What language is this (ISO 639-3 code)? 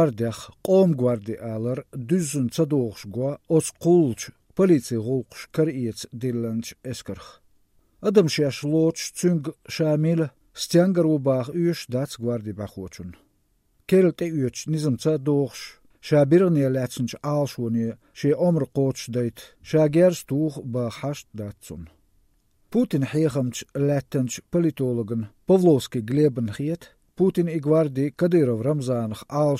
che